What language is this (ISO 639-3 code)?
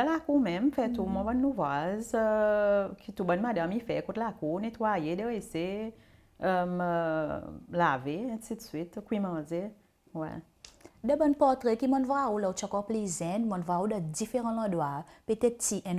crs